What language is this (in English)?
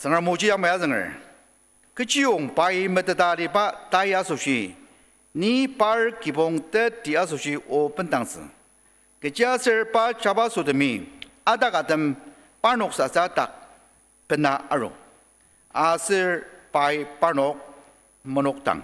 Ao Naga